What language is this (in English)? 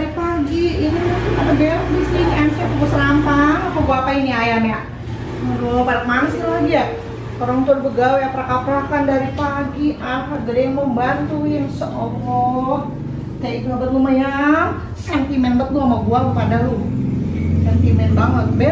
Betawi